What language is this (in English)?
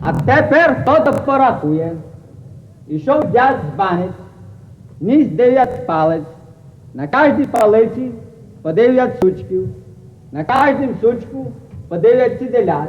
Rusyn